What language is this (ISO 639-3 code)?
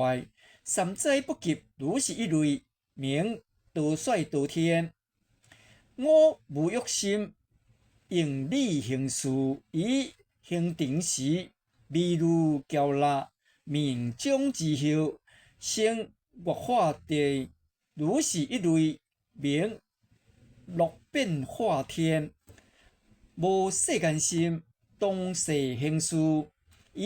nan